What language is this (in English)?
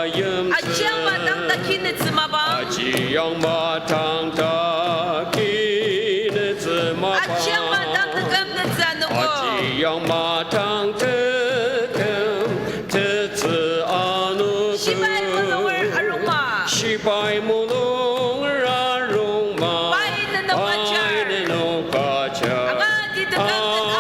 Ao Naga